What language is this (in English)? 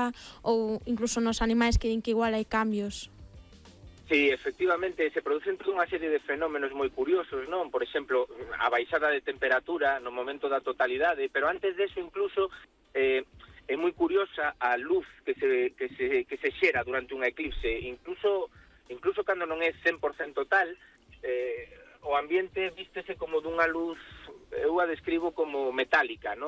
Galician